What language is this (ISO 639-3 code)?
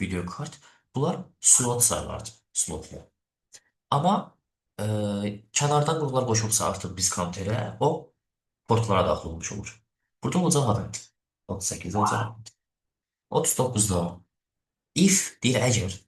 aze